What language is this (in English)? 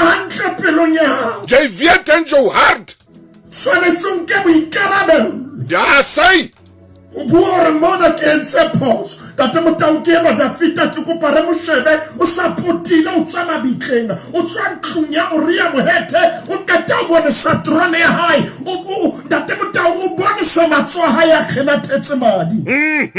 Southern Sotho